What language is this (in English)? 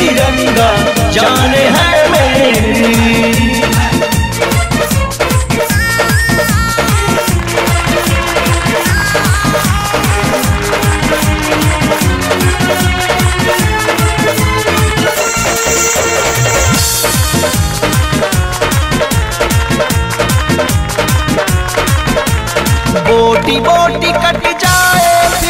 Bhojpuri